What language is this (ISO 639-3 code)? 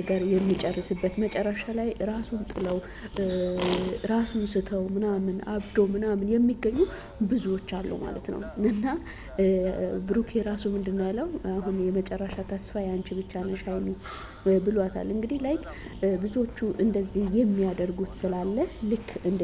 amh